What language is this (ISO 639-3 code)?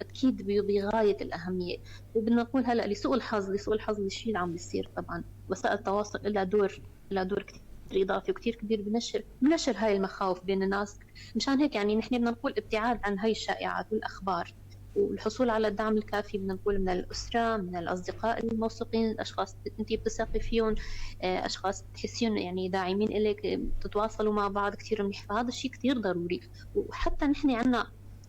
apc